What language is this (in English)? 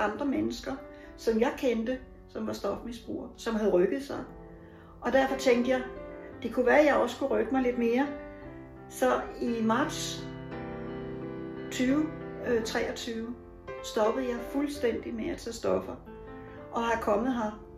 Danish